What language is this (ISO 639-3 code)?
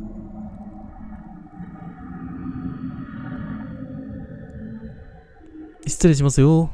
jpn